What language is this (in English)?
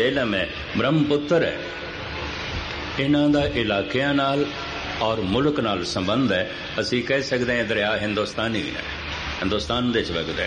Punjabi